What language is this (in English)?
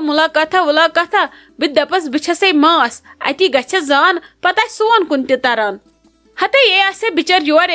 Kashmiri